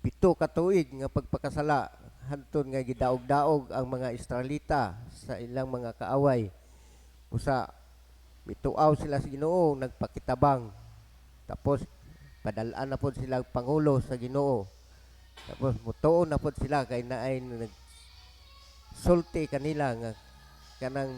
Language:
Cebuano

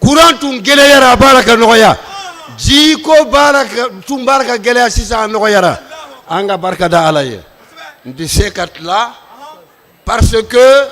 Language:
Bambara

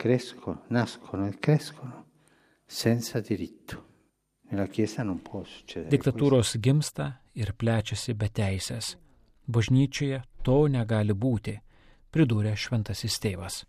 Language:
Lithuanian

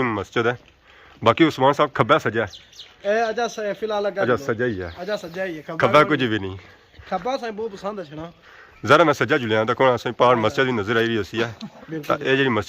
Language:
Pahari-Potwari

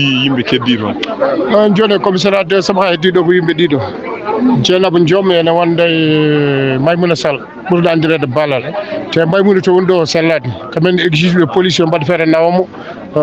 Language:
Fula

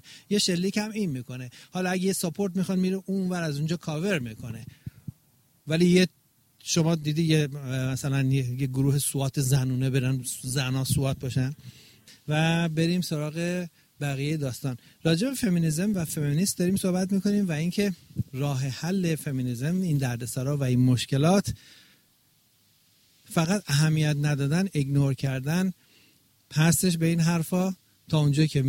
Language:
Persian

